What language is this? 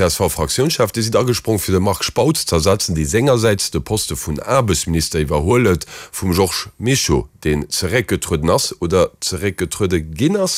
Luxembourgish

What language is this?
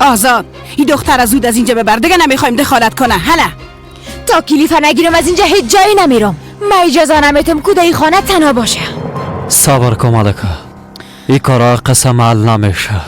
Persian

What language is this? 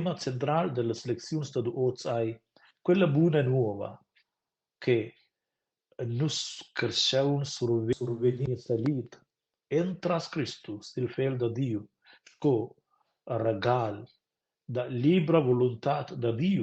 Romansh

